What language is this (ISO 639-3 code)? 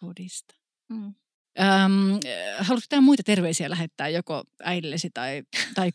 fin